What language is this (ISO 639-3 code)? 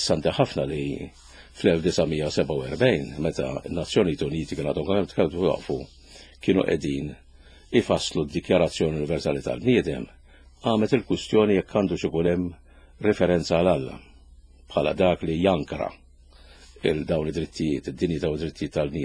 mlt